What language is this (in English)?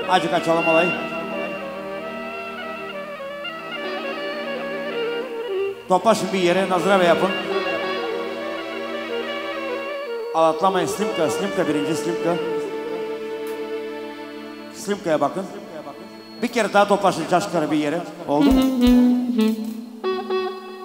Turkish